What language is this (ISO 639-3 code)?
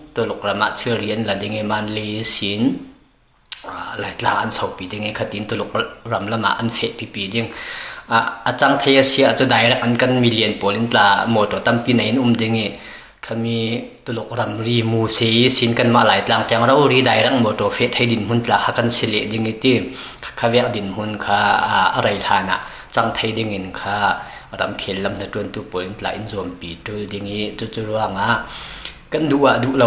cfm